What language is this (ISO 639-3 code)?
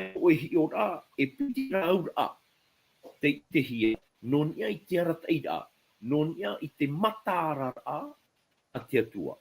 tah